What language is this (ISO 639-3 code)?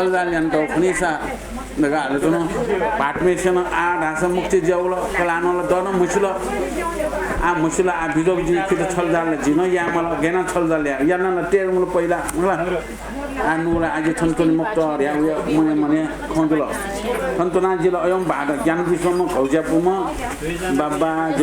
new